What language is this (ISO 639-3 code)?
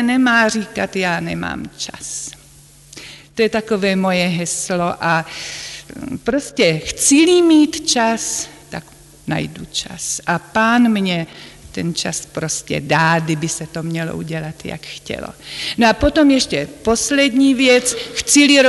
ces